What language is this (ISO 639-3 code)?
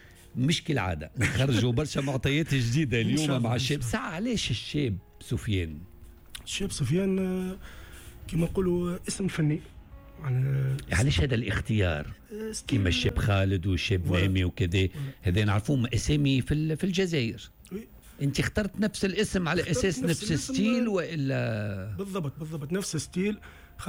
aeb